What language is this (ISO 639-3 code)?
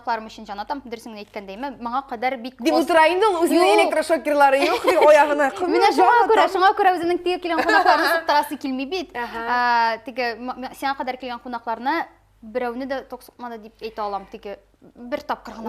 tat